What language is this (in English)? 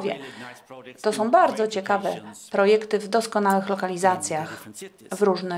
Polish